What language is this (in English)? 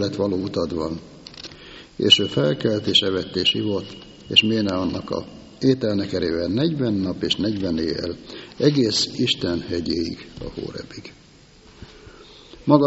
Hungarian